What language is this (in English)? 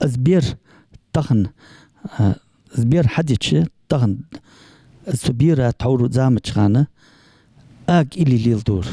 Ingush